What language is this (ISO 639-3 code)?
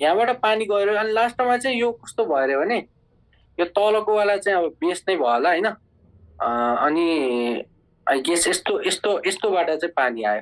nep